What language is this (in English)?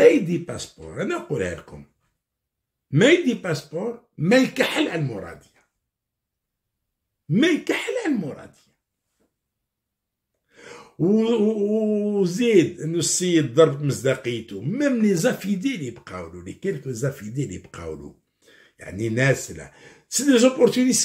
Algerian Arabic